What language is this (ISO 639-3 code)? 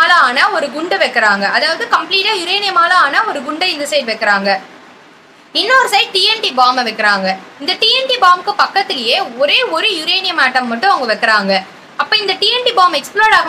tam